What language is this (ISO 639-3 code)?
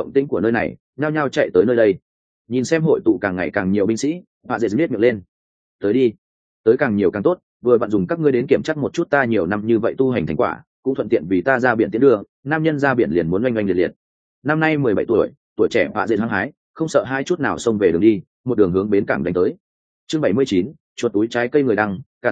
vie